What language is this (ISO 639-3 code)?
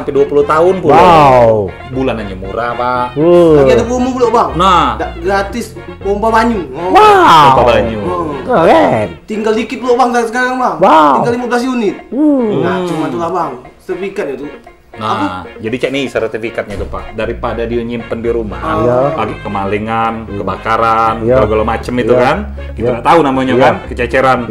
mui